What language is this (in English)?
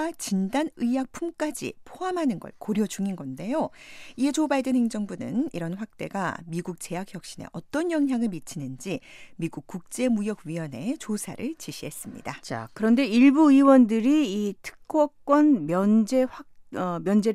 Korean